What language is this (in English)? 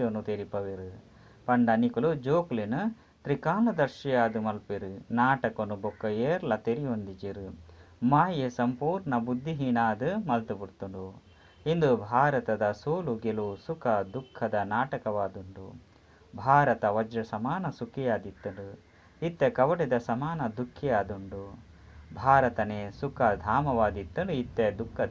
Tulu